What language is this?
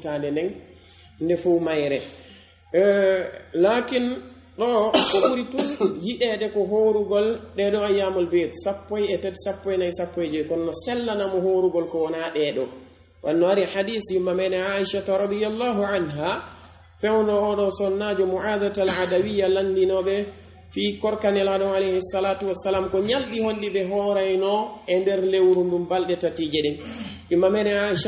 Pular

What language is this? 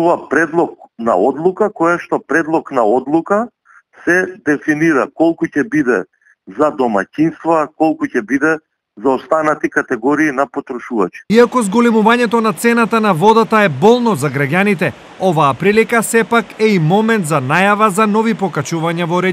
Macedonian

